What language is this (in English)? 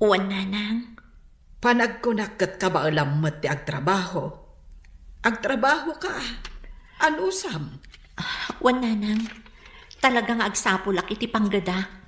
Iloko